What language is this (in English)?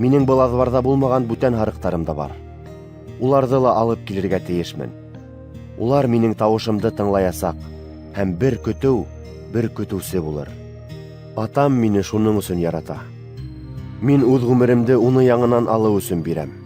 Bashkir